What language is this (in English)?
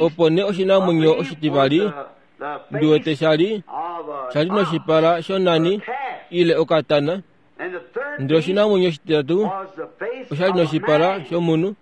Kuanyama